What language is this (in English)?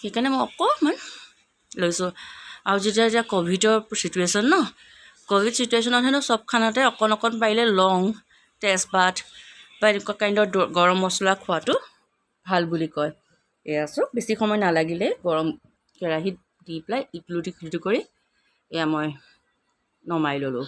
Assamese